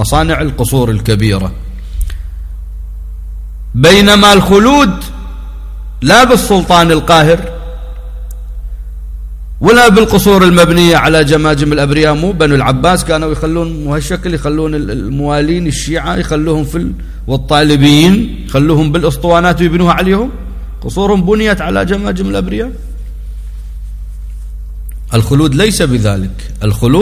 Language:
Arabic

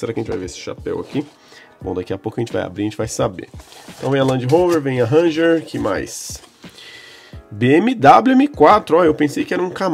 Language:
Portuguese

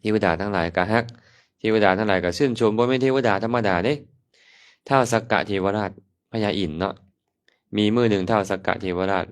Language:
Lao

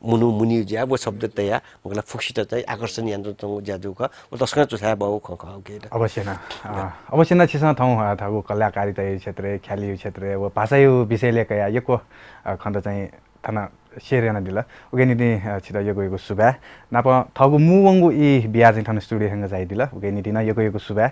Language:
Newari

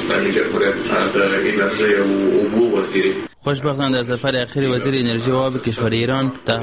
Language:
Persian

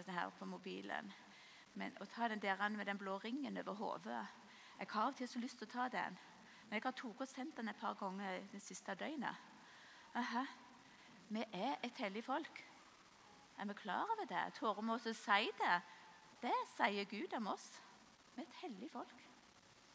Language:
Norwegian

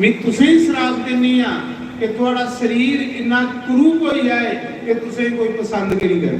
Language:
Dogri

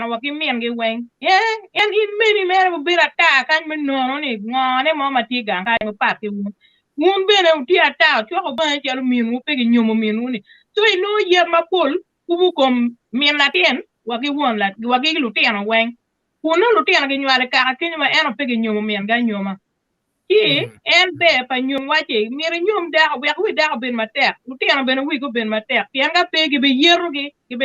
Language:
Acoli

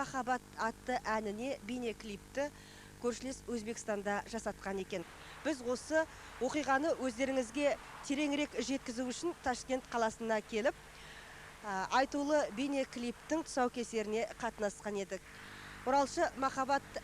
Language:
Kazakh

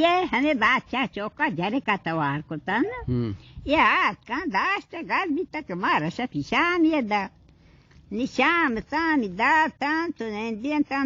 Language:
Baluchi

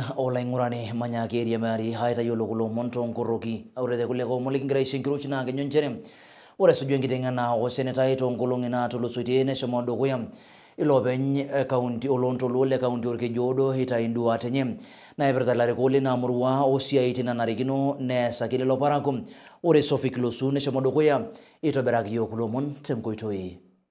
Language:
Masai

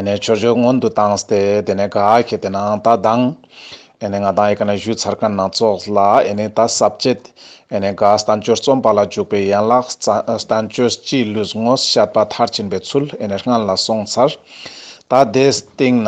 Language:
Ladakhi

